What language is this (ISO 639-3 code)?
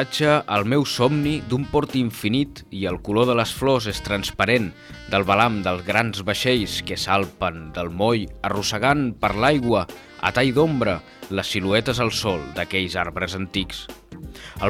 cat